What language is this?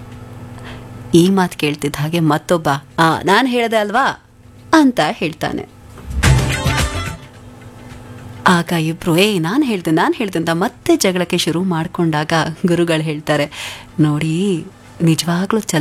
Kannada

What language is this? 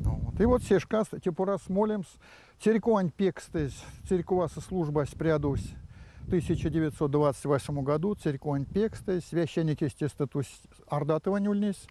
Erzya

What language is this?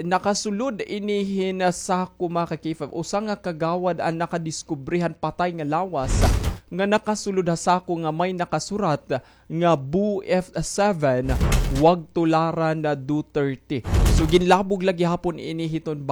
Waray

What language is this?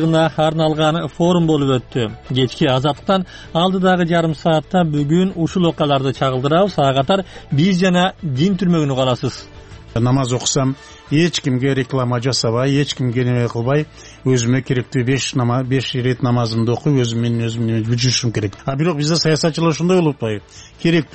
Kyrgyz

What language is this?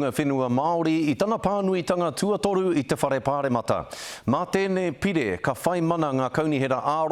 Māori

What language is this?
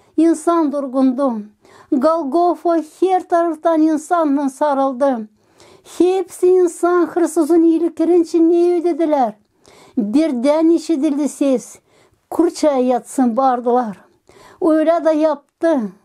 Gagauz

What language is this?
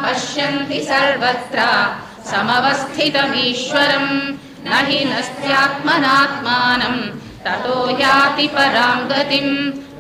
Sanskrit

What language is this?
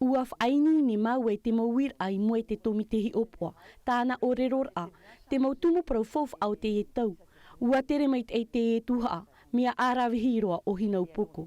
Tahitian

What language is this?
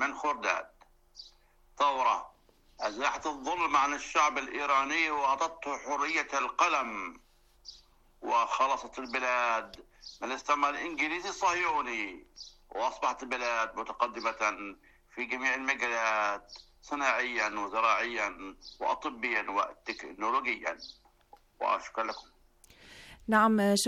Arabic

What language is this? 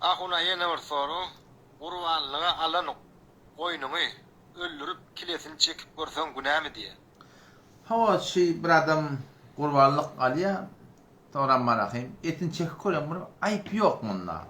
Turkmen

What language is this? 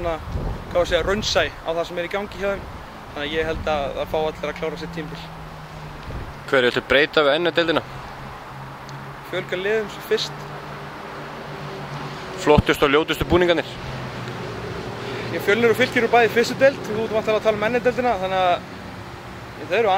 Icelandic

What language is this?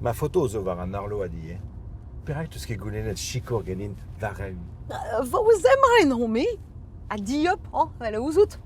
Breton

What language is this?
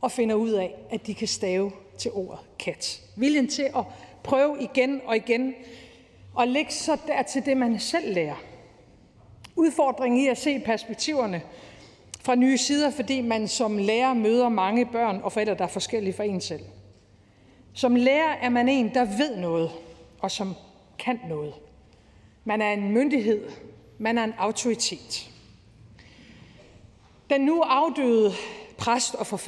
Danish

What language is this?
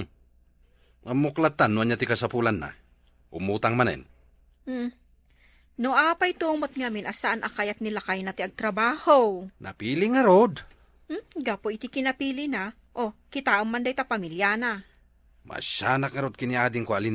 Iloko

